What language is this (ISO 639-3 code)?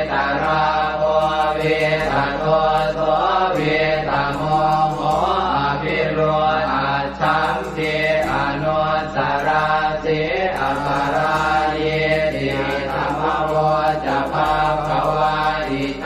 pli